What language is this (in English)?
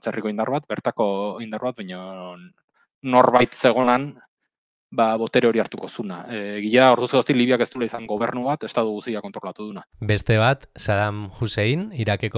Basque